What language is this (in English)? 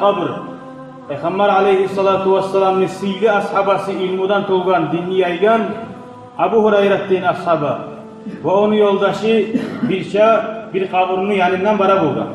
Kumyk